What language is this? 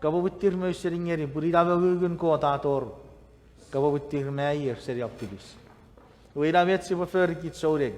Chuukese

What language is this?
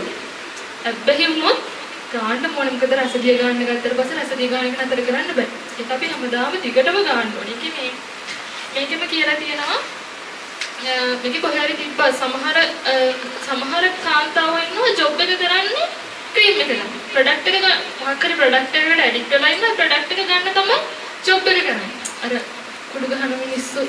Sinhala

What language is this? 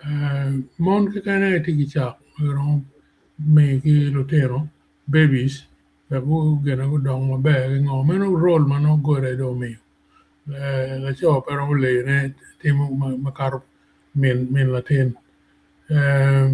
Acoli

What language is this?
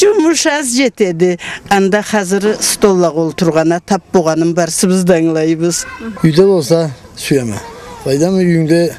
Karachay-Balkar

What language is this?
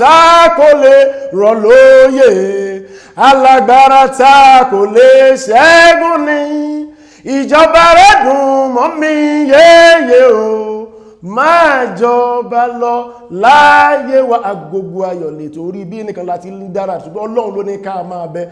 Yoruba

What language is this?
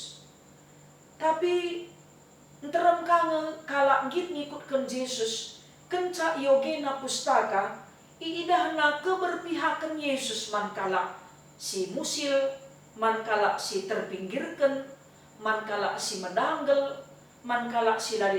Batak Karo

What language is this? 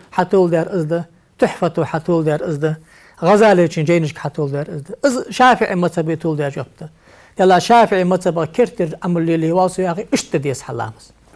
Ingush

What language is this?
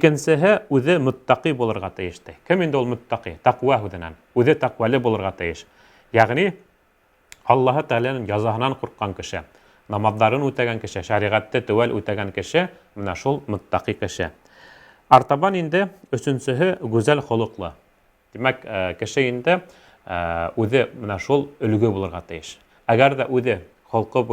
Bashkir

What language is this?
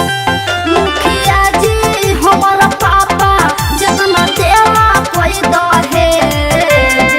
Magahi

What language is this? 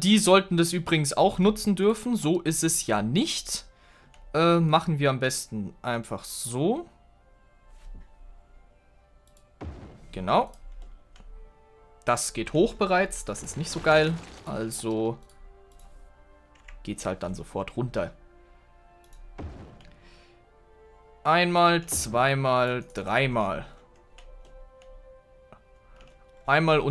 German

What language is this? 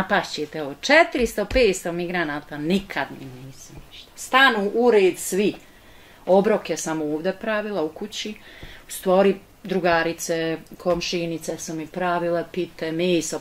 Bosnian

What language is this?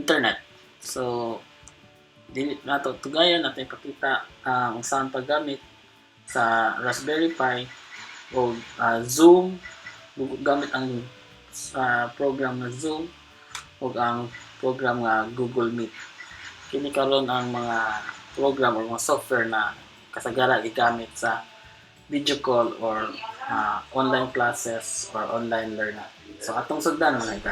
Cebuano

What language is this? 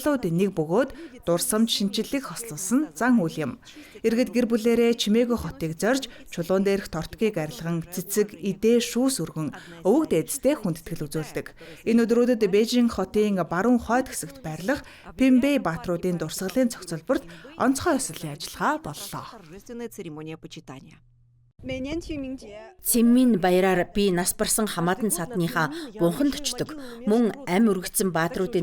Mongolian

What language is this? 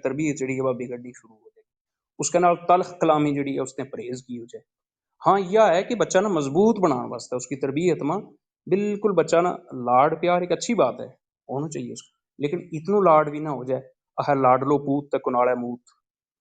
Gujari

